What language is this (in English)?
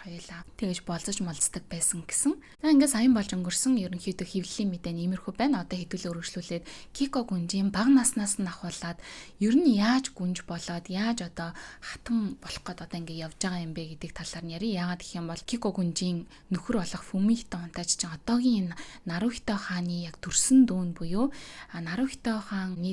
Mongolian